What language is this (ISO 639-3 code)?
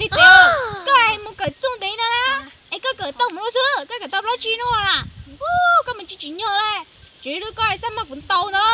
hmn